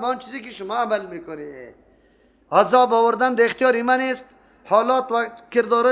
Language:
Persian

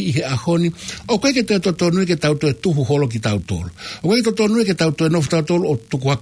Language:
Tongan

